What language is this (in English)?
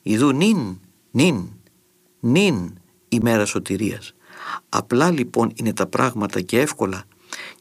Greek